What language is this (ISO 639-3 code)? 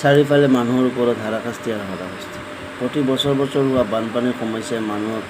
asm